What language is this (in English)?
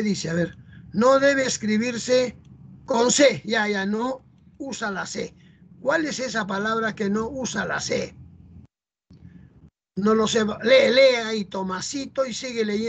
Spanish